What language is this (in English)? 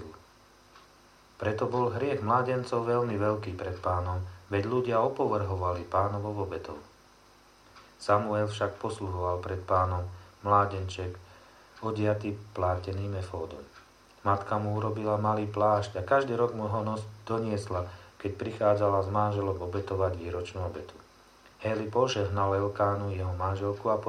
Slovak